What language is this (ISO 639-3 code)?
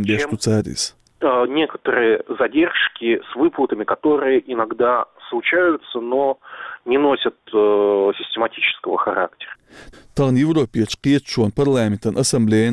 che